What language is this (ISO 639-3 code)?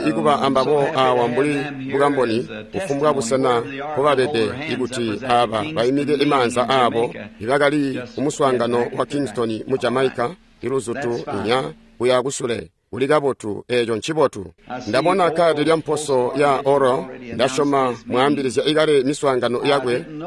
toi